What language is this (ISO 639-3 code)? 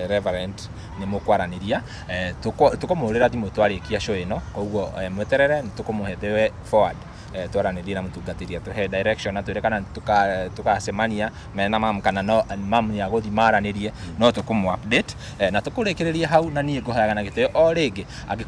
kik